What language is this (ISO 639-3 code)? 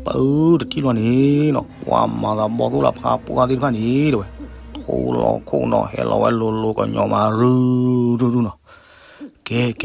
ksw